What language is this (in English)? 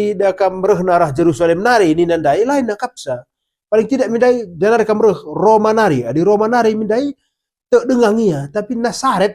Batak Karo